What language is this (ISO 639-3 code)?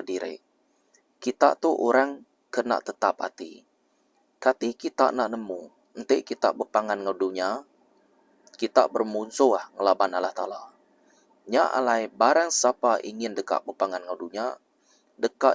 iba